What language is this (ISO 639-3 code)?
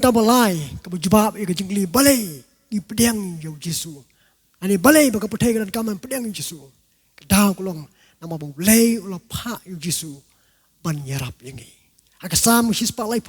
kha